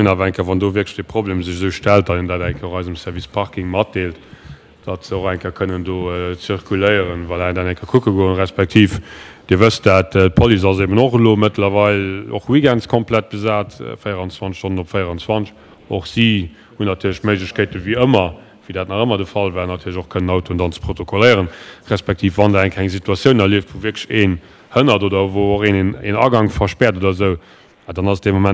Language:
Luxembourgish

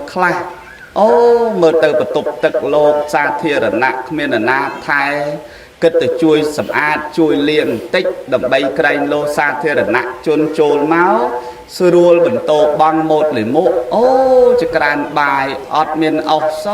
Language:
Khmer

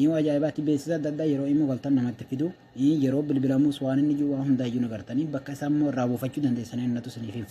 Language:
Oromo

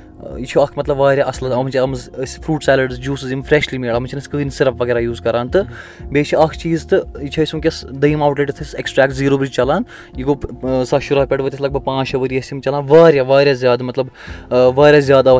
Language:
Kashmiri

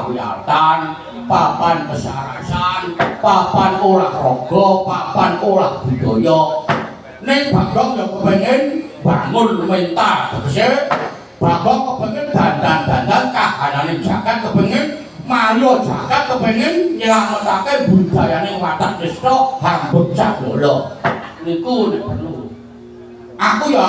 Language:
Javanese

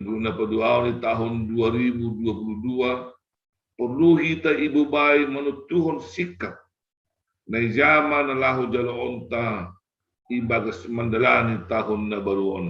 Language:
Batak Simalungun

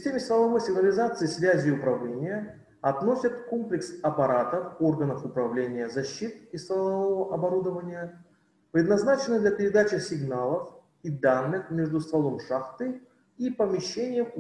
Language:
Russian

